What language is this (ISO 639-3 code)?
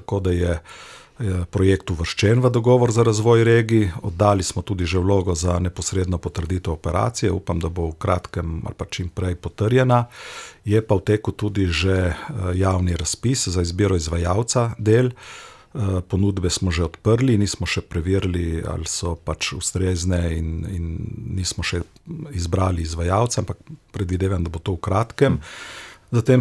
slv